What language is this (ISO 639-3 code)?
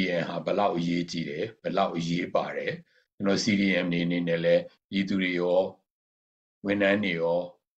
mya